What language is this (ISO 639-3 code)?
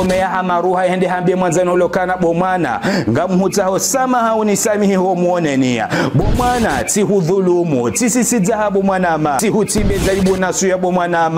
zdj